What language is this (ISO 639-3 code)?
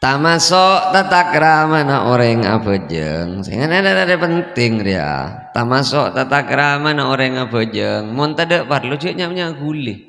mad